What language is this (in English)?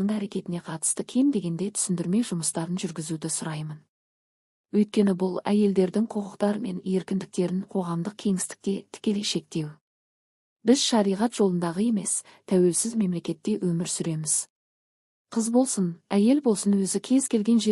Kazakh